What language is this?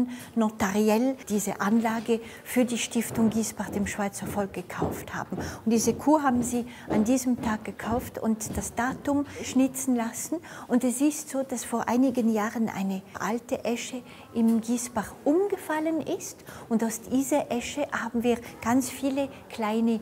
Swiss German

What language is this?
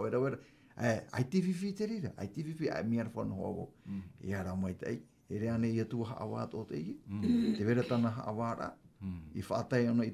Tahitian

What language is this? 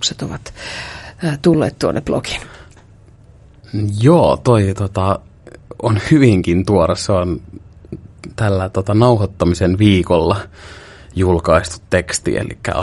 Finnish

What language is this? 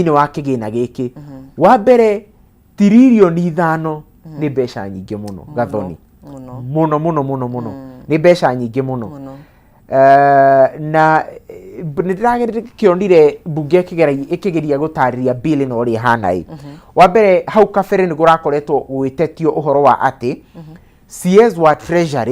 Kikuyu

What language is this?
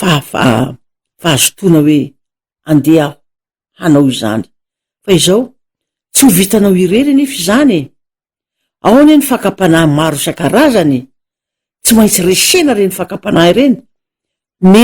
Malagasy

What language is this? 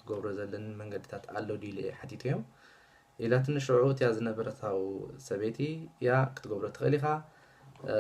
Tigrinya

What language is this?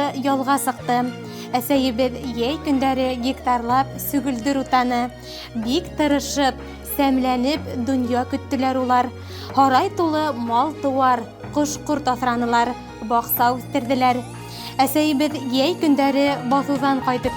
Bashkir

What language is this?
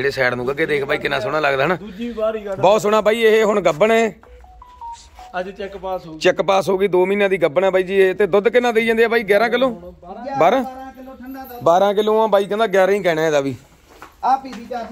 Punjabi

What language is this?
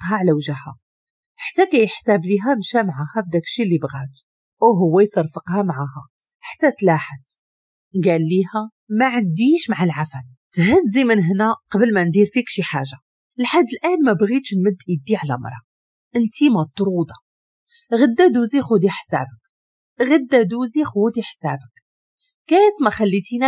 Moroccan Arabic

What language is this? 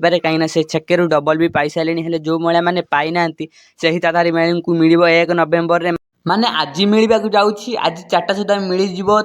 Odia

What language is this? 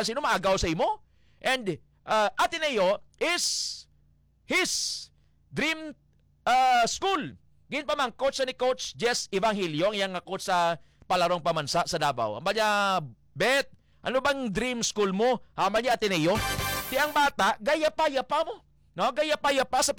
Hiligaynon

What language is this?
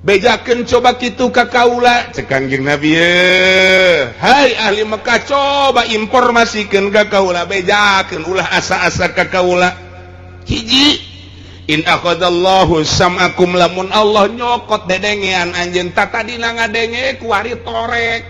Sundanese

